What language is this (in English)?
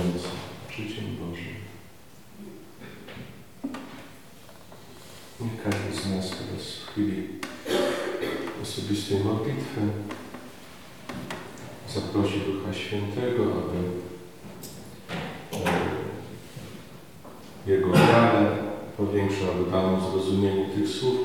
Polish